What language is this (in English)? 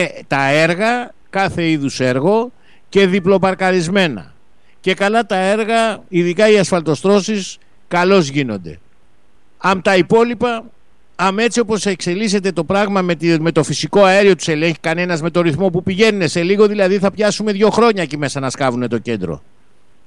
Greek